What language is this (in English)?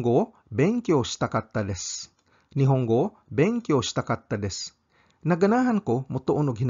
Cebuano